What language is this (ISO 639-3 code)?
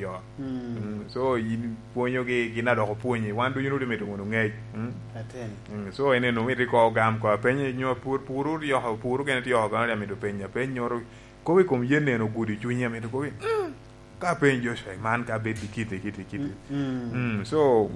laj